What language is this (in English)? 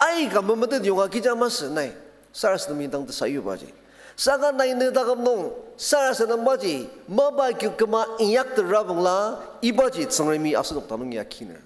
Ao Naga